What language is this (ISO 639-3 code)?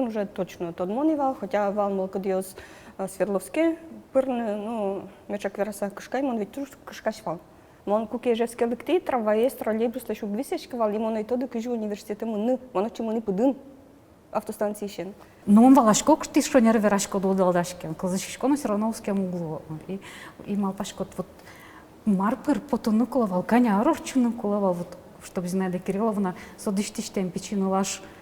udm